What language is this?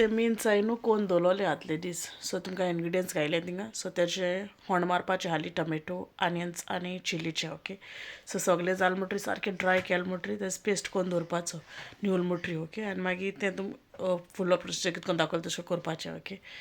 Konkani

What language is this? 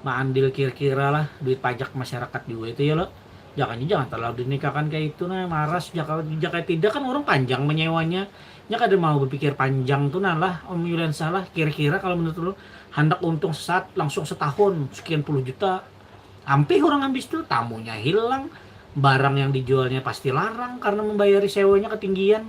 Banjar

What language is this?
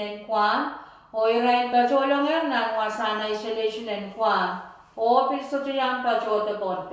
Pohnpeian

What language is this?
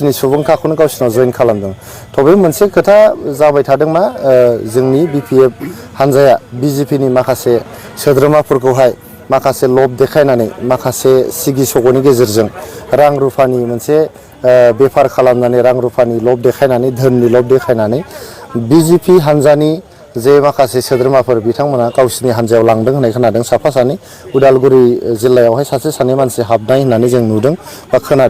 Bodo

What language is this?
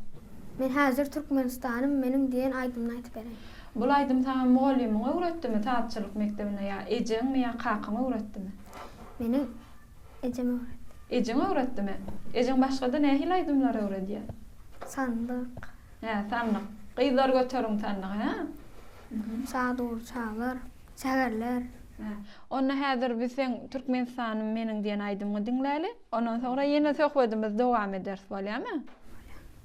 Turkmen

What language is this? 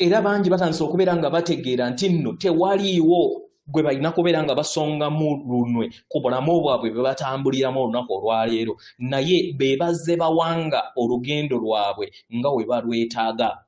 Ganda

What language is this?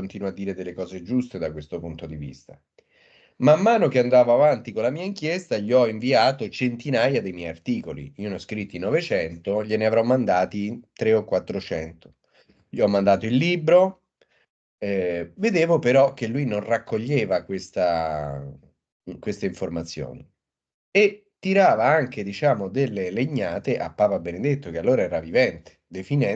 Italian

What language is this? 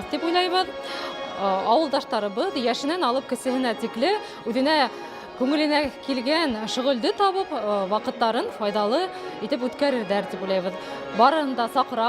Bashkir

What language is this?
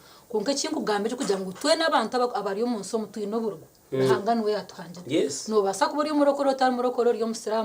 Nyankole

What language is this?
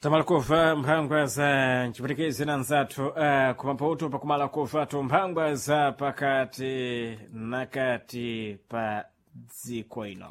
Sena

